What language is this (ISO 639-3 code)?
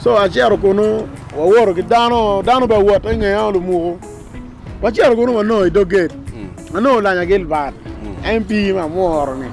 ach